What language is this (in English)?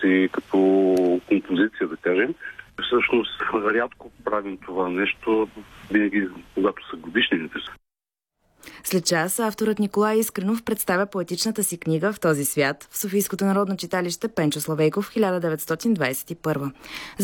Bulgarian